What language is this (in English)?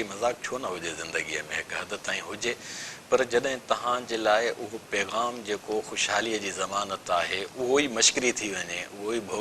Sindhi